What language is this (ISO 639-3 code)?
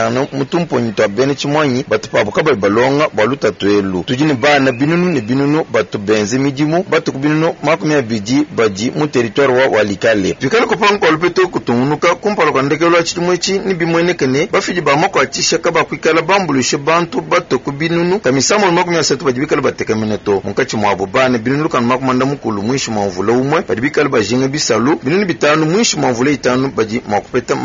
lua